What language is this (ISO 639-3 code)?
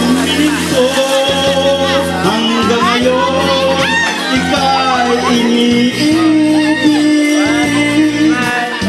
fil